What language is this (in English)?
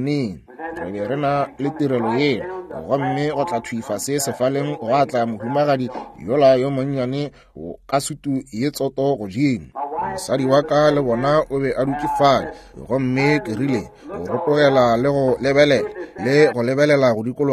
Northern Sotho